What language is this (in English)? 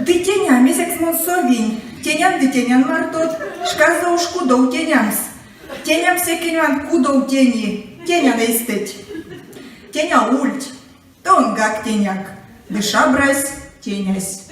Erzya